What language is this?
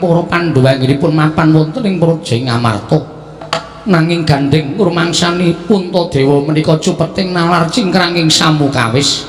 Javanese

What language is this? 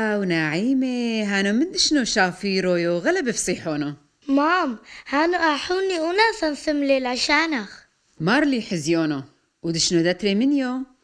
Turoyo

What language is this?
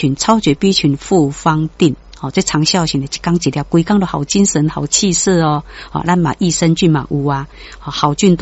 Min Nan Chinese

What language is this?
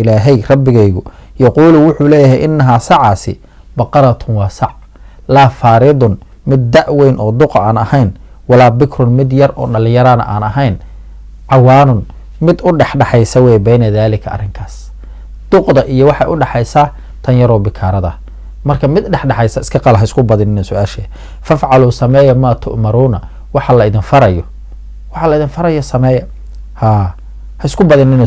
Somali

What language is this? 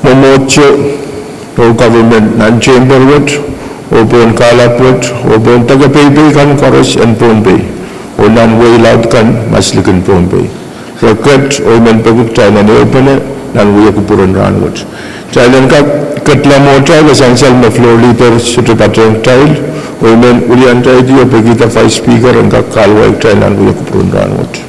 Pohnpeian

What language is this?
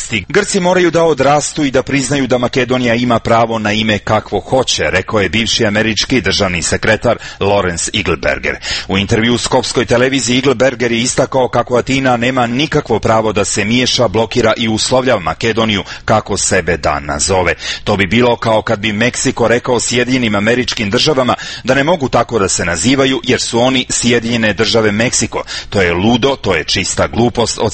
Serbian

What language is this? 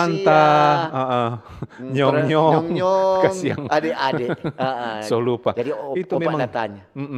Manado Malay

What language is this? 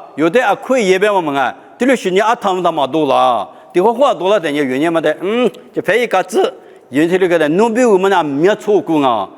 Lisu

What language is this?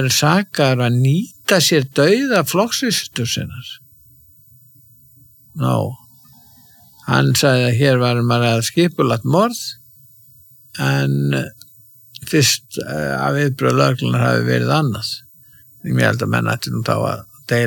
Icelandic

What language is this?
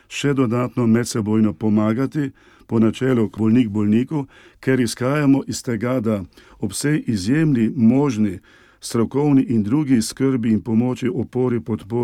Slovenian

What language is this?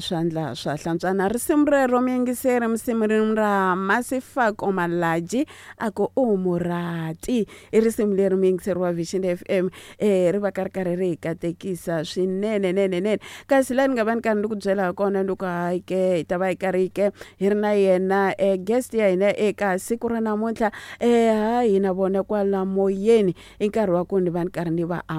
Tsonga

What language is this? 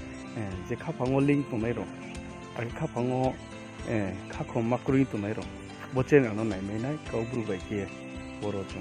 Riang (India)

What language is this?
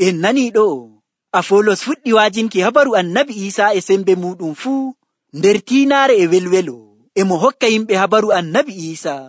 Nigerian Fulfulde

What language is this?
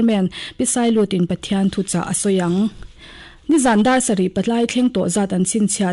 Mizo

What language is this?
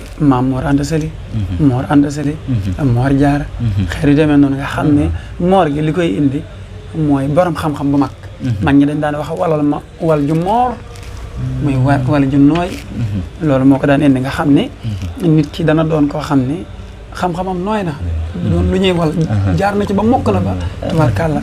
Wolof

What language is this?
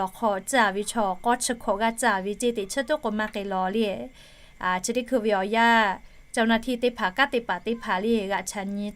Lahu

